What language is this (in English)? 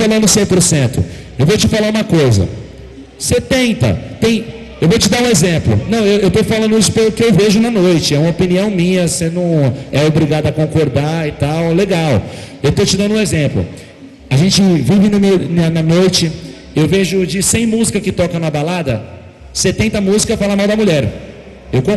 Portuguese